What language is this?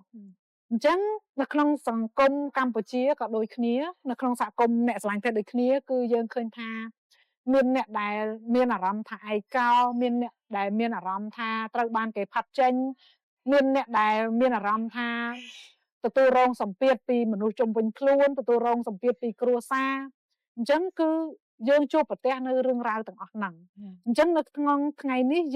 Khmer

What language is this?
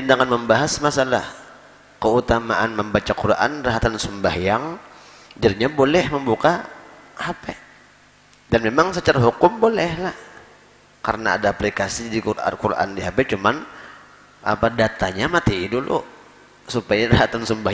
Banjar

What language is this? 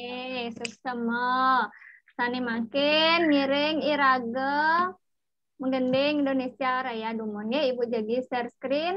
Balinese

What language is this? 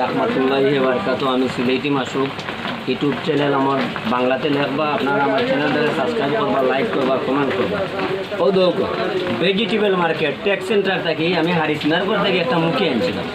Sylheti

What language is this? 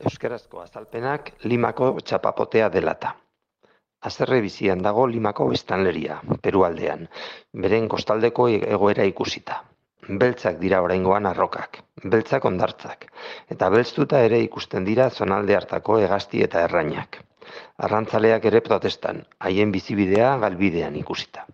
Basque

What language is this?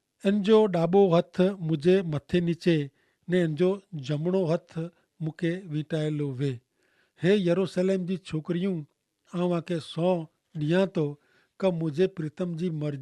Kachhi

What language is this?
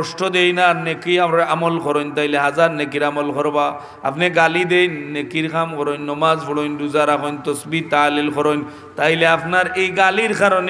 Sylheti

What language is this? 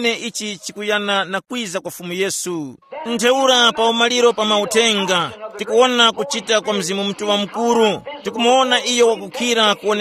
Tumbuka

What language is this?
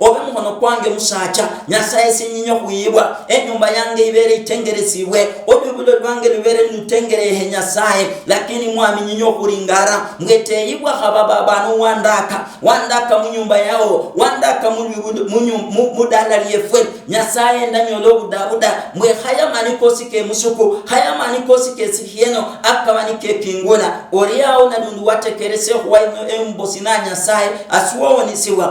Luyia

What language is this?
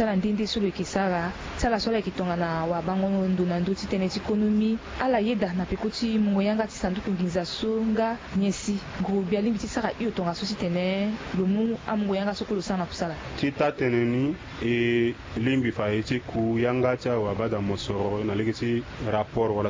Sango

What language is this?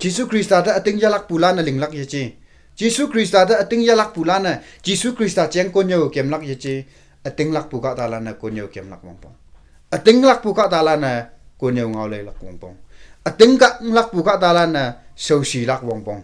Konyak Naga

